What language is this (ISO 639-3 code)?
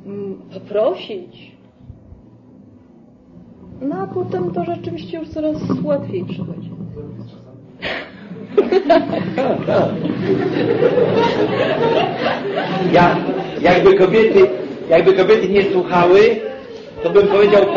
pol